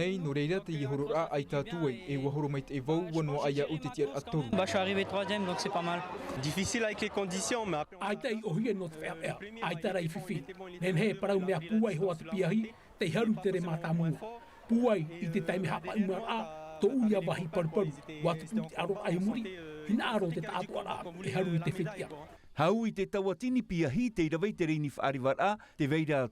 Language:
Tahitian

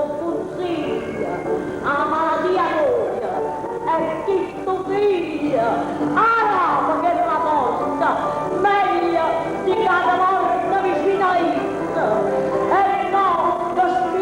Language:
Neapolitan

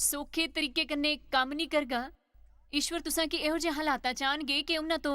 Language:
Dogri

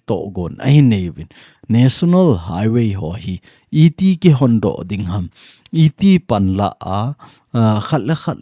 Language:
Thado Chin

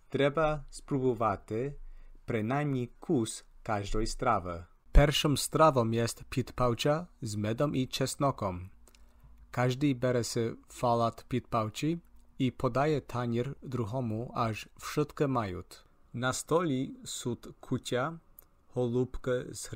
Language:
Rusyn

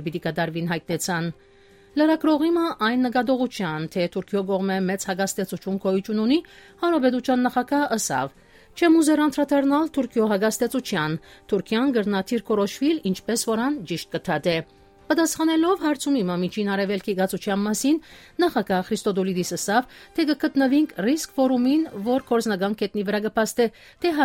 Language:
Armenian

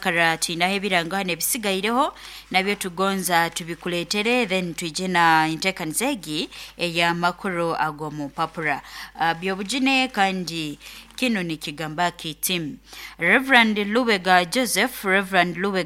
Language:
Nyoro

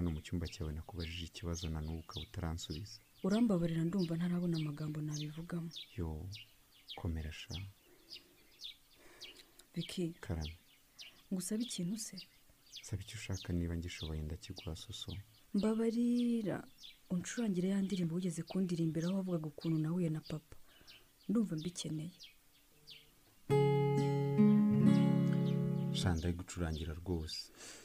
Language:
Kinyarwanda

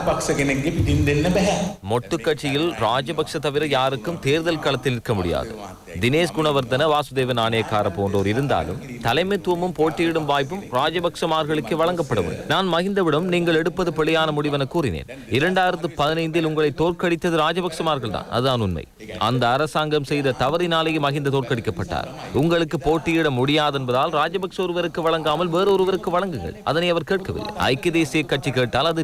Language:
Tamil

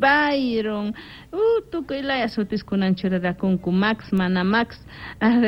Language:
South Bolivian Quechua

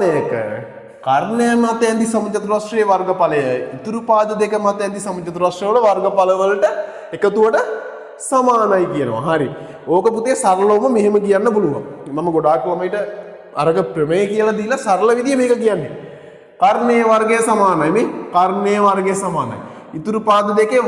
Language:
Sinhala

